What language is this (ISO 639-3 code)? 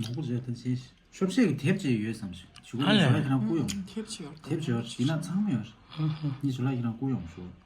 bod